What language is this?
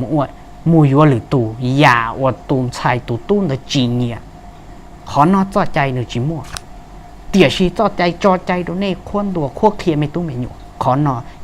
Hmong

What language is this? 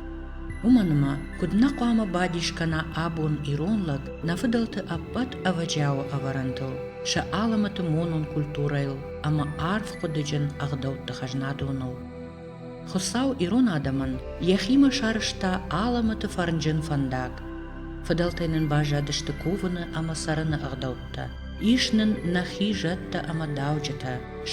Ossetic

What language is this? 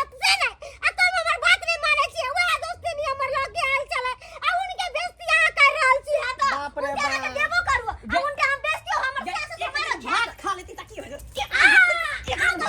Maithili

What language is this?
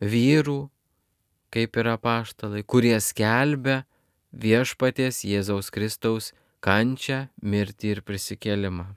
Lithuanian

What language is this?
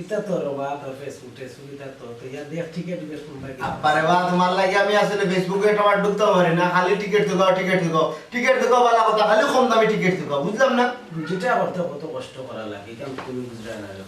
Sylheti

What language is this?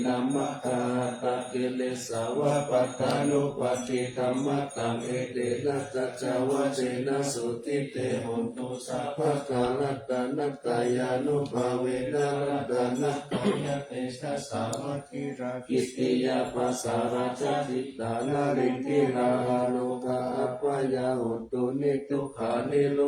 Pali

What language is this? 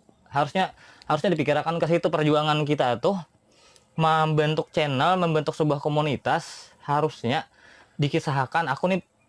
Banjar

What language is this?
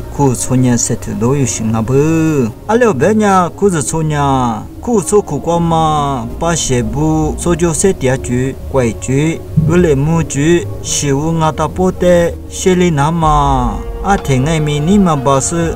Lisu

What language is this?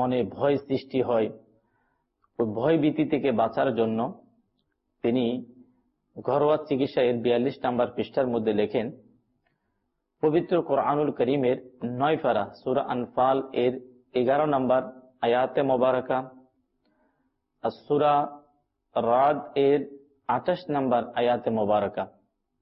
Bangla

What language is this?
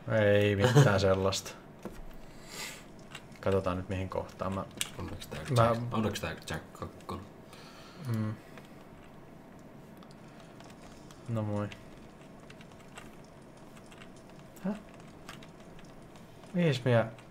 Finnish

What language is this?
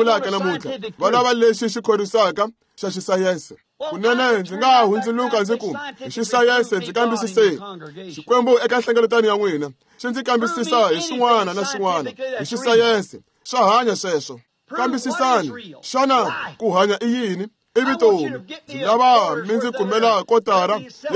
Tsonga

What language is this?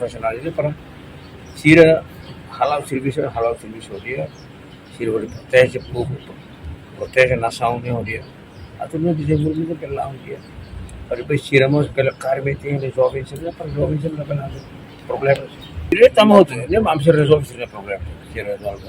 Tetum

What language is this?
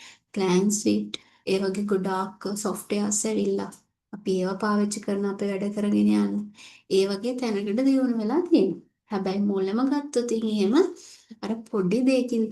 Sinhala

